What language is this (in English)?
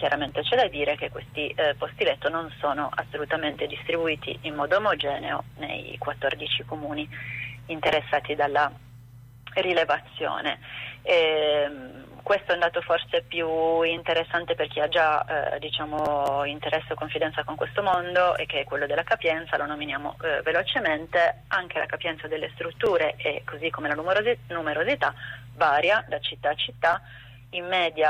Italian